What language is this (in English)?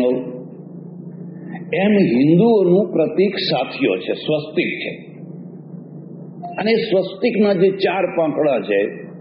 Gujarati